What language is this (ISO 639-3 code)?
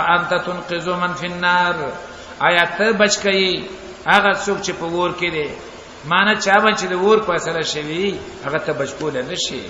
pus